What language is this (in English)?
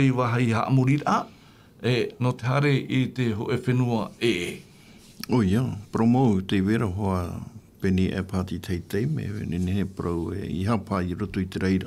Tahitian